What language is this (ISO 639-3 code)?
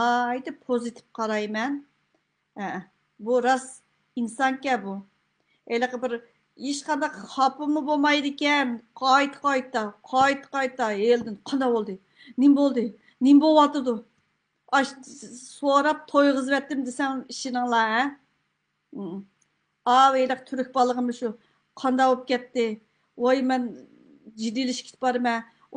uig